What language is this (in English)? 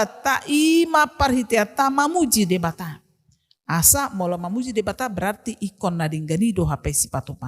Batak Toba